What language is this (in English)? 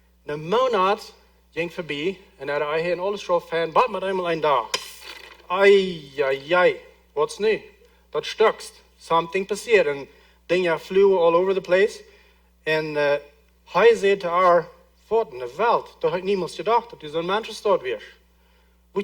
Plautdietsch